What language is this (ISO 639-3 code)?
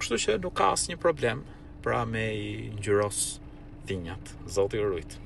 sqi